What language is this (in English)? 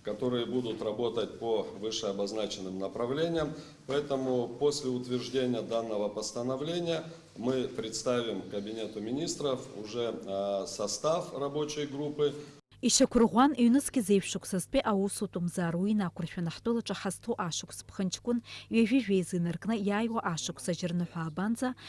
Abkhazian